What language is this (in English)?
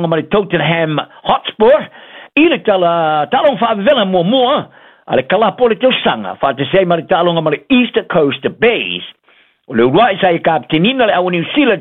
Samoan